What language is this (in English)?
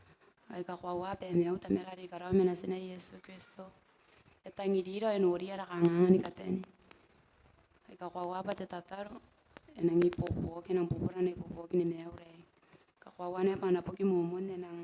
Gilbertese